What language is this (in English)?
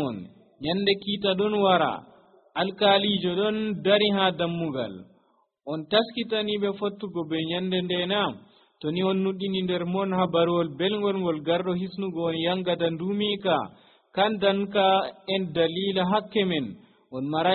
Nigerian Fulfulde